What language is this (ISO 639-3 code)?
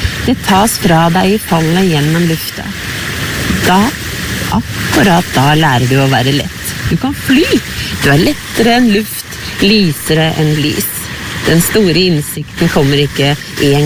nor